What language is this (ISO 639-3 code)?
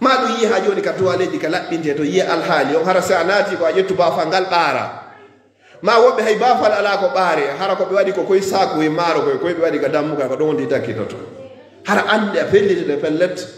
ful